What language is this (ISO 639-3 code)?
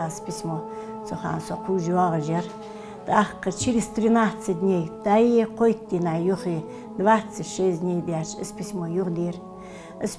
inh